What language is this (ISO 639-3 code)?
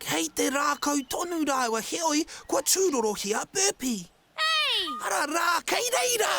mri